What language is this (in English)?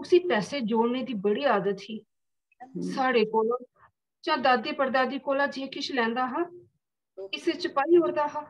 Dogri